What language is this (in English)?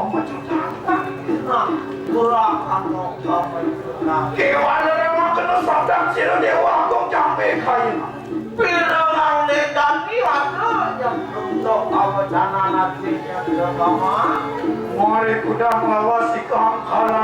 Balinese